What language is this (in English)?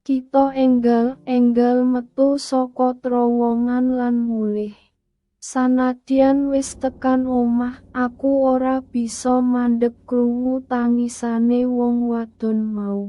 Javanese